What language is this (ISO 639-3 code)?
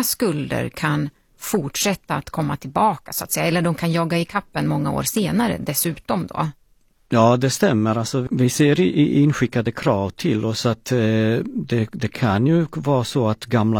swe